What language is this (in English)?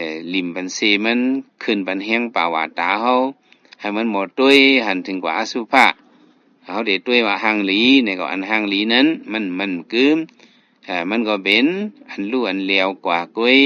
Shan